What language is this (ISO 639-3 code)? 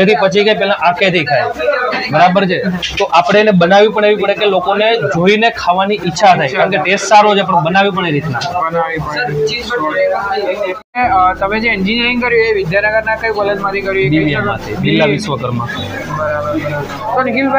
guj